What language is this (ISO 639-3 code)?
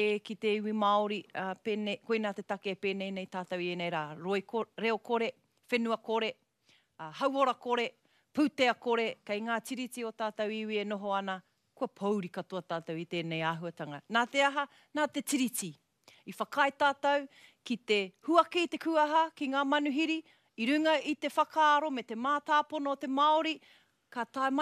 mri